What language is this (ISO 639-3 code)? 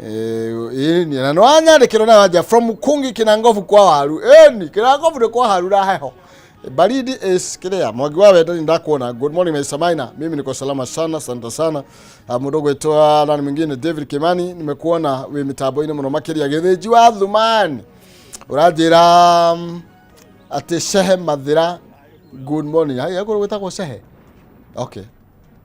kik